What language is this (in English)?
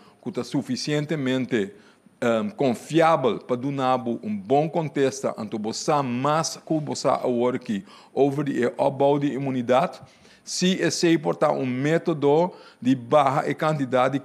Papiamento